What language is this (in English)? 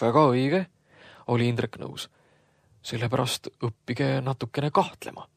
Estonian